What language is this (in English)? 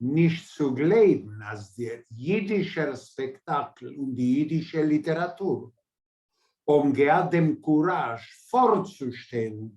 Yiddish